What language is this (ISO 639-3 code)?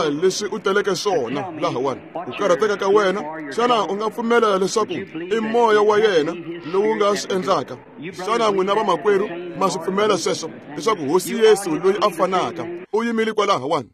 tso